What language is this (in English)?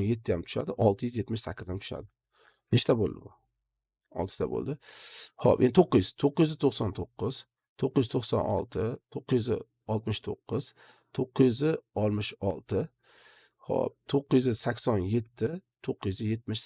Uzbek